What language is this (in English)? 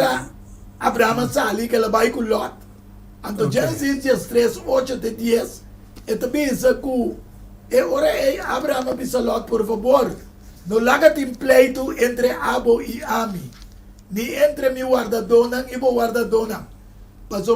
Papiamento